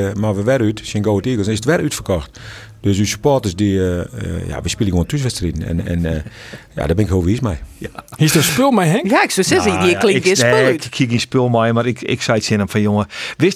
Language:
Western Frisian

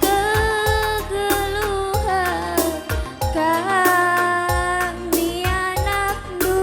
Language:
Batak Karo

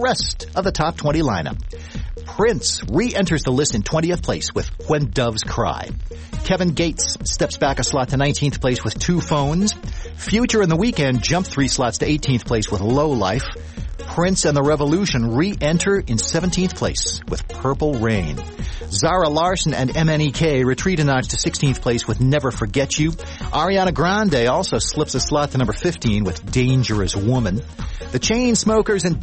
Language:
English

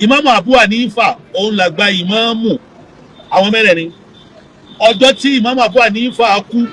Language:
Yoruba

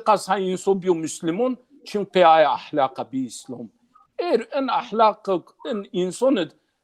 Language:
Zaza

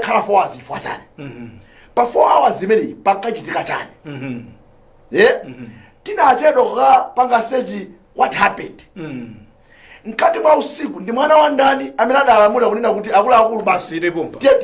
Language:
Nyanja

